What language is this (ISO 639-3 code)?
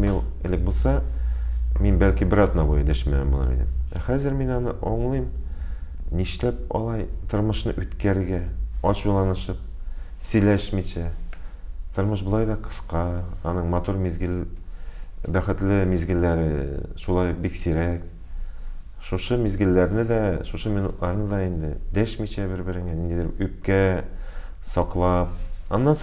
tat